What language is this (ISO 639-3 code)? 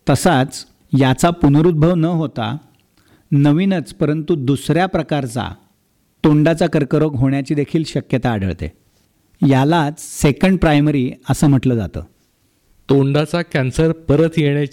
mar